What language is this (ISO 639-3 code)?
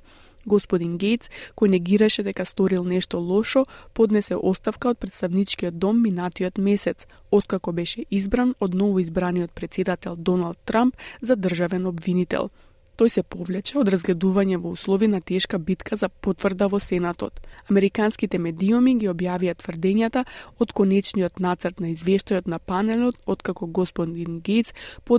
mkd